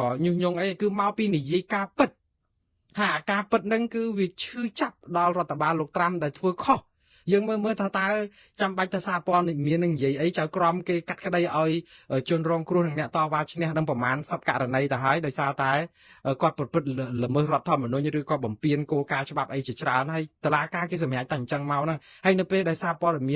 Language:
Khmer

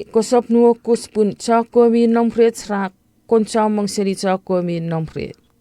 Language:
Chuukese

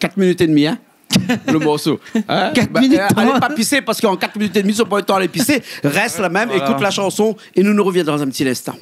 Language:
Réunion Creole French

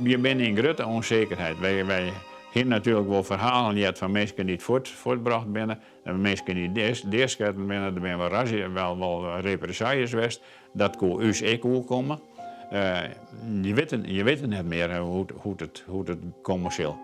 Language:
Western Frisian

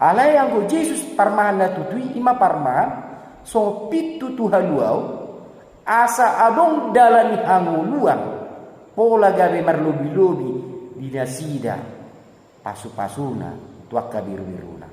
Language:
Batak Toba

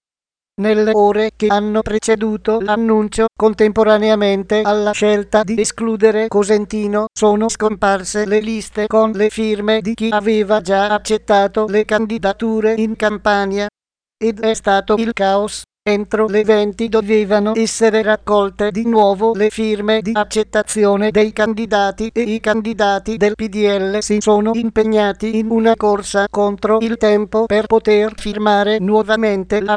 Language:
Italian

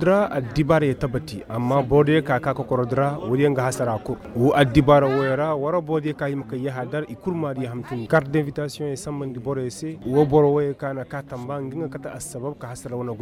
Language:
Koyraboro Senni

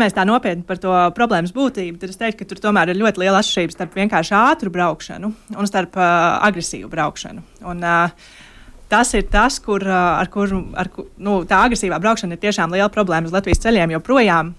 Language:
Latvian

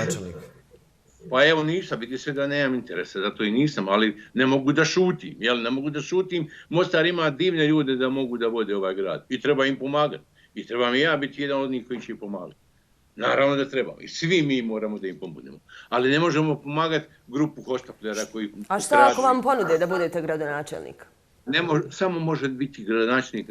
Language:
Bosnian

